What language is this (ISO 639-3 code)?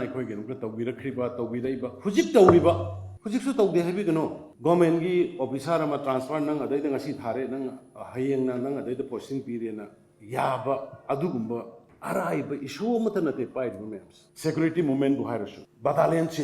mni